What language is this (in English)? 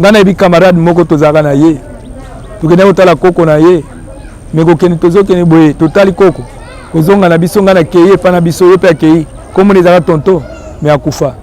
Lingala